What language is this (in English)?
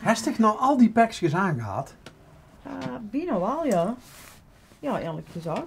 Limburgish